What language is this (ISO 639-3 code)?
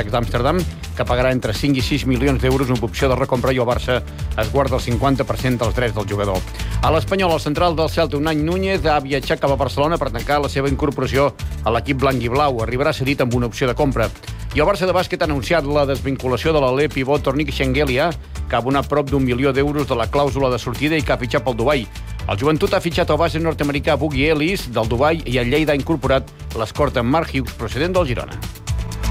cat